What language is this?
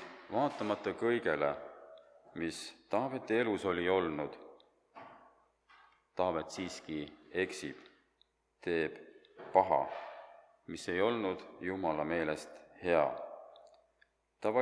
Estonian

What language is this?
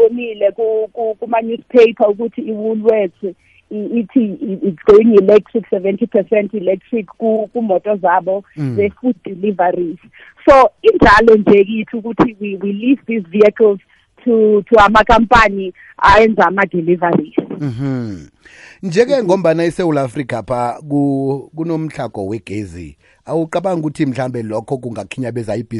South Ndebele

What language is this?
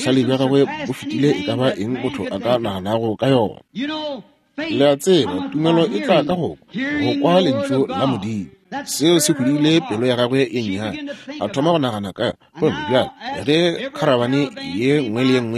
Northern Sotho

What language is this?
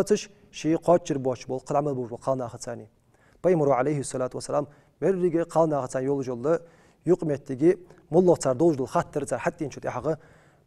Ingush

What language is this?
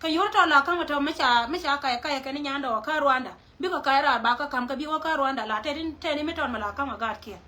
Nuer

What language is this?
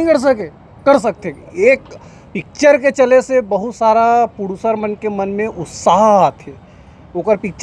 Chhattisgarhi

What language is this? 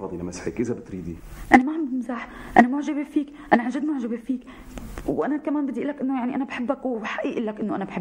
North Levantine Arabic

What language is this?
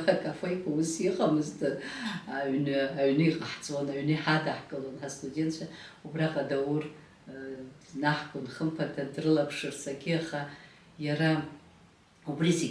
Abkhazian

